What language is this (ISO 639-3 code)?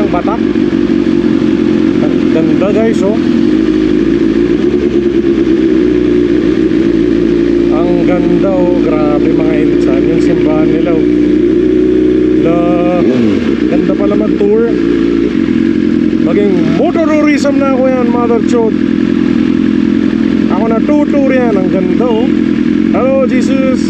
fil